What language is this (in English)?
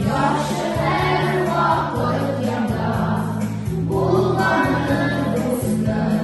Tatar